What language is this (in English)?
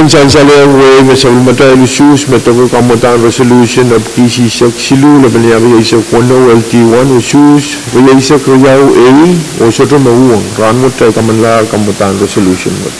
Pohnpeian